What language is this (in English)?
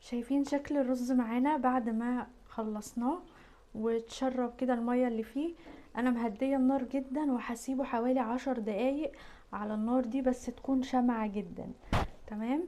Egyptian Arabic